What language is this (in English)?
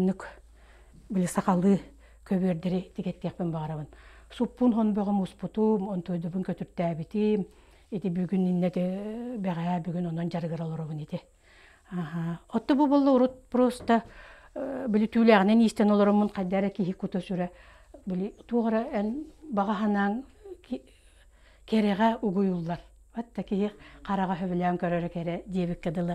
Yakut